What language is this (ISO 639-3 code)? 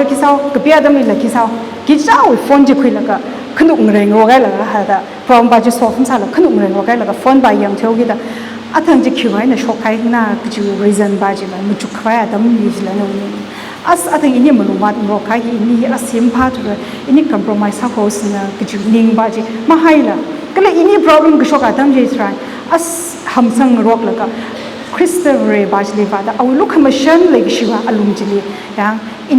nmf